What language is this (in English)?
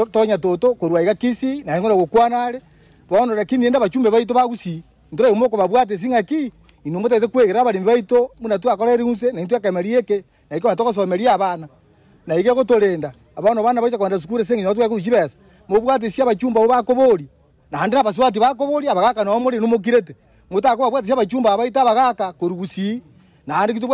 Gusii